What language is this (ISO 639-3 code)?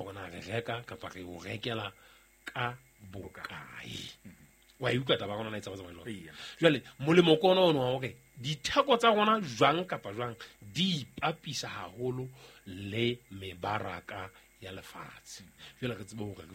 sot